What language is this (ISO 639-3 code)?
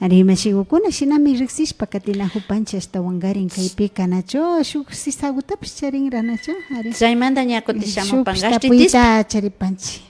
qvi